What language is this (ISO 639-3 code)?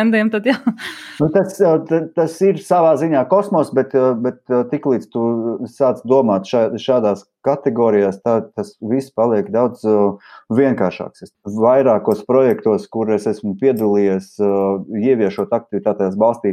lav